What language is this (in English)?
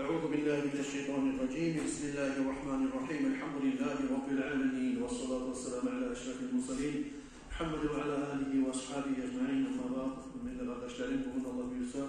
Kumyk